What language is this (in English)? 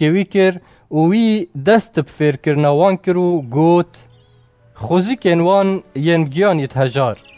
Kurdish